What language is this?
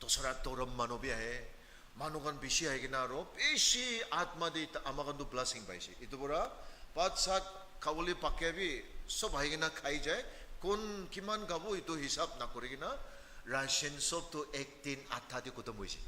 Naga Pidgin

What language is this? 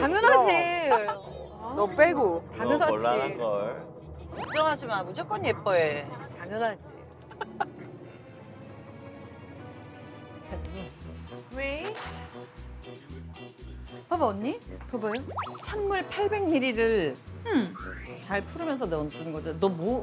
Korean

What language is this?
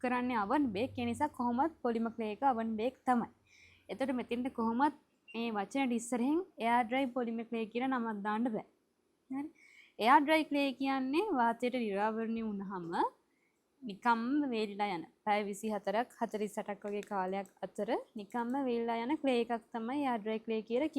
Sinhala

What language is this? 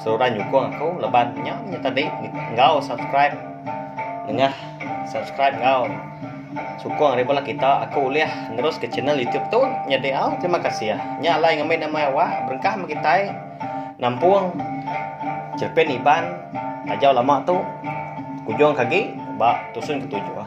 Iban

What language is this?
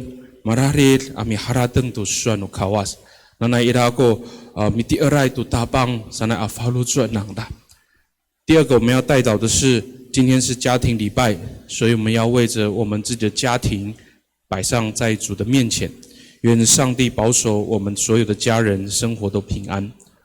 Amis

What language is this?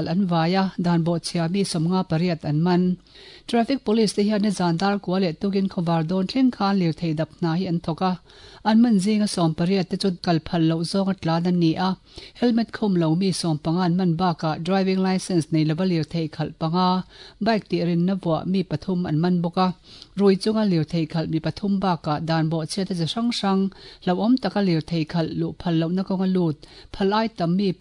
Mizo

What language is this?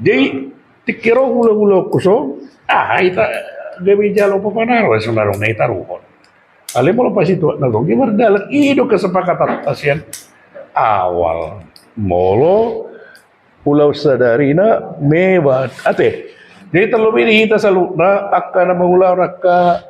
Batak Toba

